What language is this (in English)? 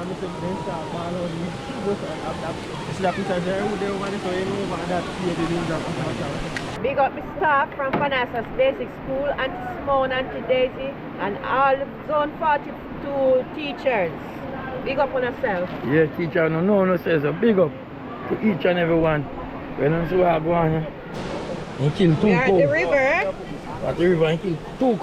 Jamaican Creole English